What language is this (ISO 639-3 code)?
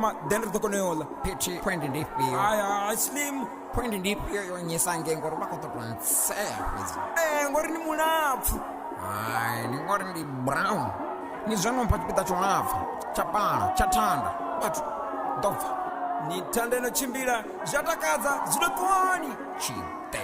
ven